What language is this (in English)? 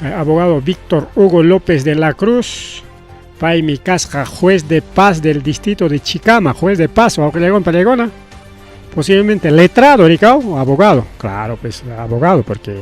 Ayacucho Quechua